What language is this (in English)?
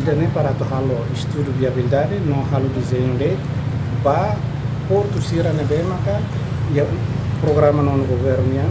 Tetum